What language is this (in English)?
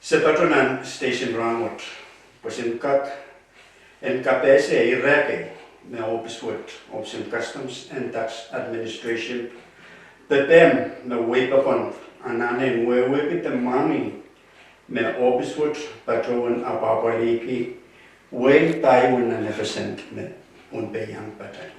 Pohnpeian